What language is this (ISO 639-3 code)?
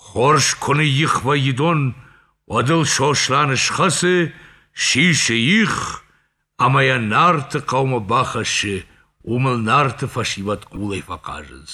oss